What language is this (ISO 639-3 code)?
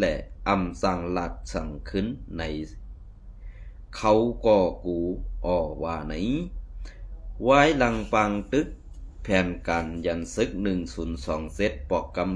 shn